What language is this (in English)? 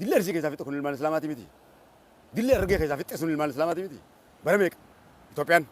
Oromo